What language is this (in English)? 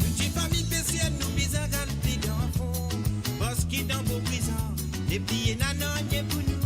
Morisyen